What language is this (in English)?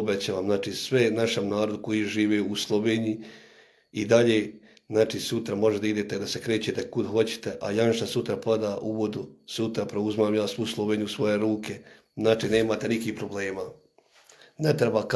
Bosnian